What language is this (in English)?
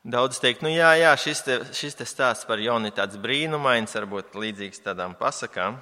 Latvian